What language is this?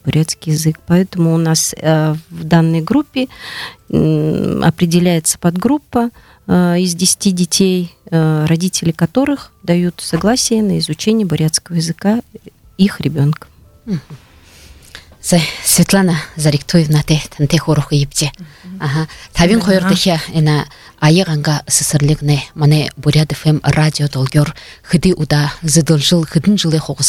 Buriat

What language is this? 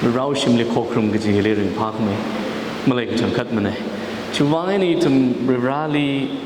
Tangkhul Naga (India)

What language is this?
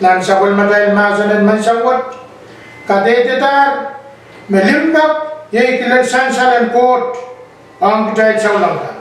Pohnpeian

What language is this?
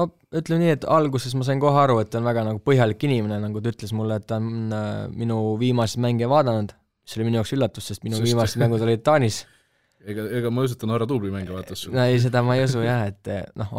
Estonian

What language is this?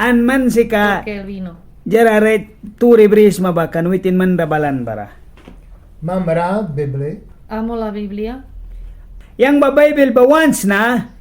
Mískito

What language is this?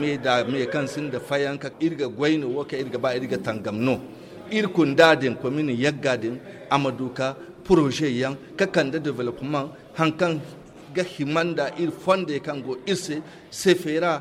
Zarma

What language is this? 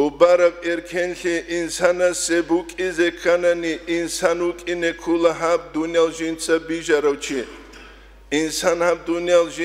Avaric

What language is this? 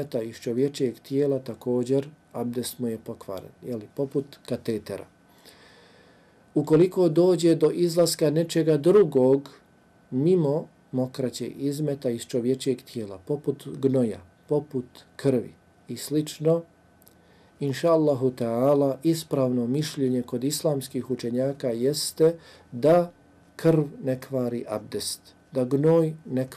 Bosnian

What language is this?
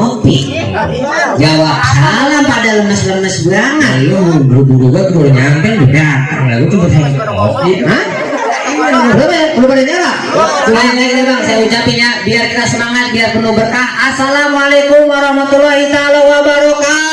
Betawi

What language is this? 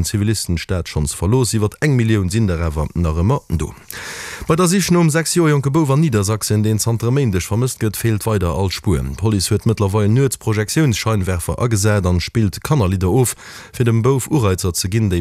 Luxembourgish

